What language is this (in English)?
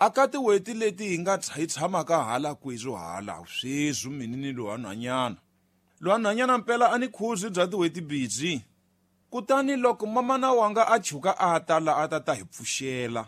Tsonga